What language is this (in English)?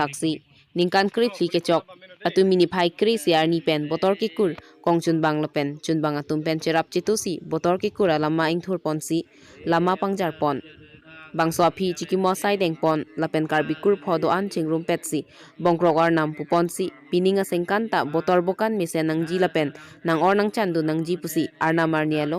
Karbi